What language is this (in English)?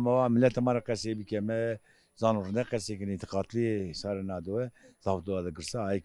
Zaza